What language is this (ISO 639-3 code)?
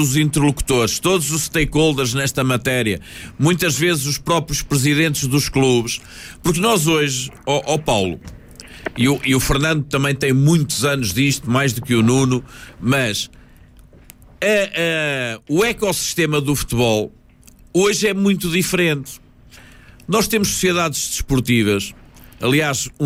por